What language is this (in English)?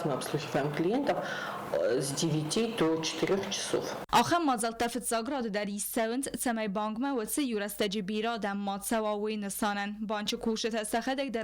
Ossetic